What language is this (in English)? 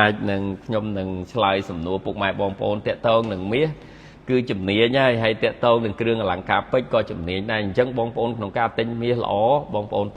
Khmer